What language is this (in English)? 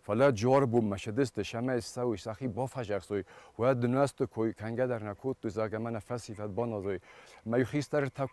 Ossetic